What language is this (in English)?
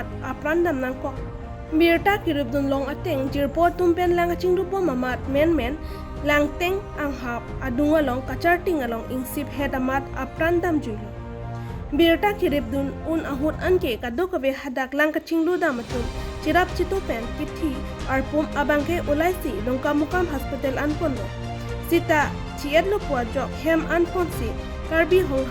Karbi